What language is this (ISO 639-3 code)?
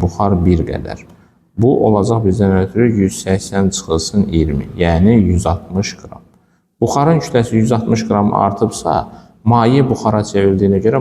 aze